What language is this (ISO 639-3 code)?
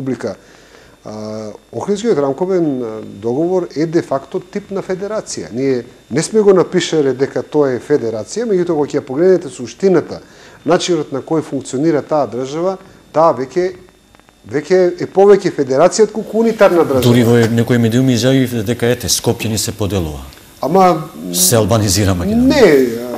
mkd